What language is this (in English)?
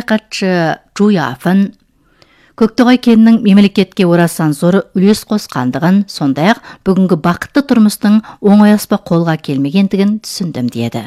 Kazakh